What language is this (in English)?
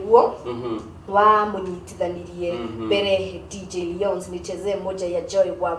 Kikuyu